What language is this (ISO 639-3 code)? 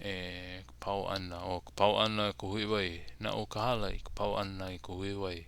haw